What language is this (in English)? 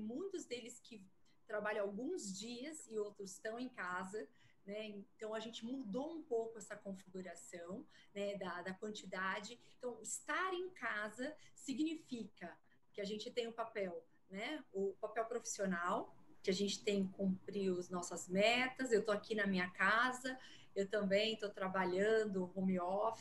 Portuguese